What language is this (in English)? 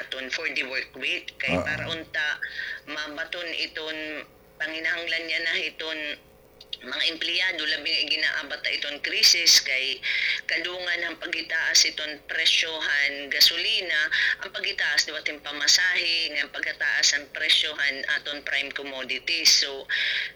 Waray